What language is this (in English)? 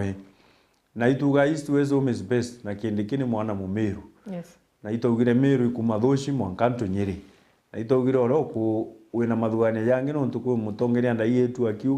Meru